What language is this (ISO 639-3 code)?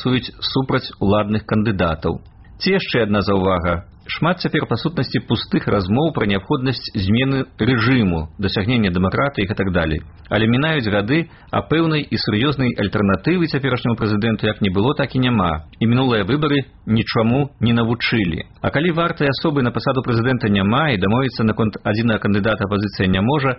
bel